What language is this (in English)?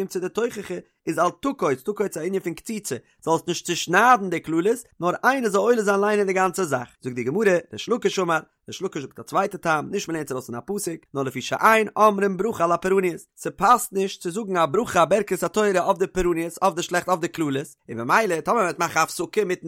Yiddish